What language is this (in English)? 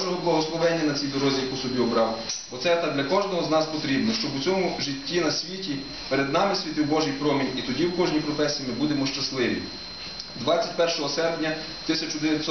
Ukrainian